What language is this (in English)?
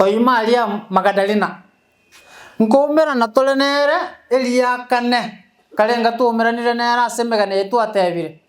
Gusii